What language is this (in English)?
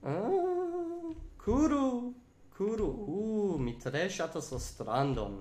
Esperanto